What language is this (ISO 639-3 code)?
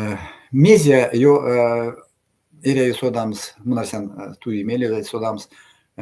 myv